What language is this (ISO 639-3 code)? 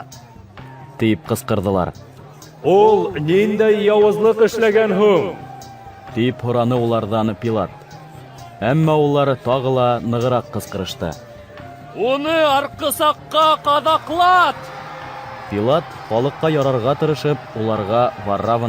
bak